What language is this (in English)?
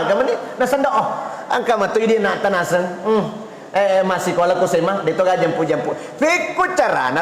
Buginese